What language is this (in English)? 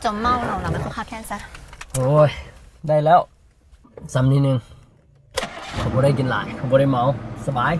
Lao